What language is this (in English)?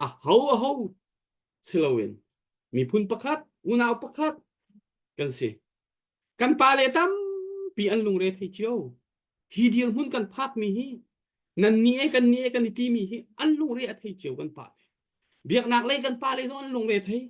Hakha Chin